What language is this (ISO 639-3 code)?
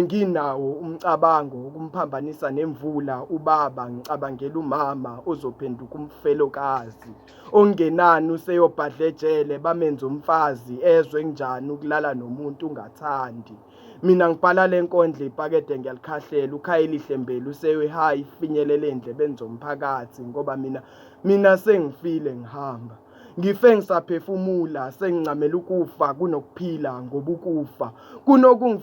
zul